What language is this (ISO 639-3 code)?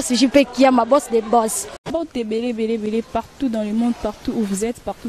lin